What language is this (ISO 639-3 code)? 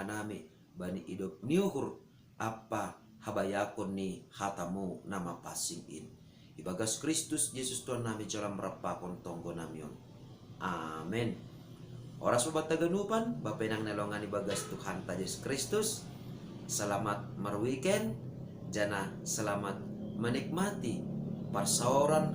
bts